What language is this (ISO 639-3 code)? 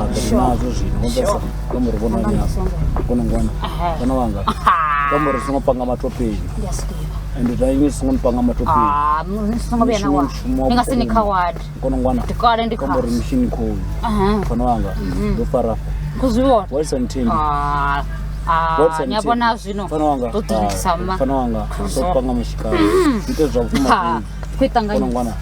ven